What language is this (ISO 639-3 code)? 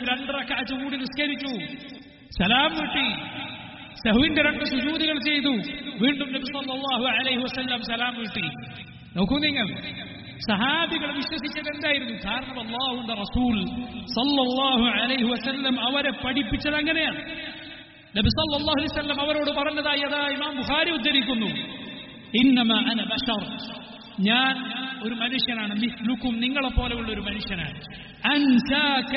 mal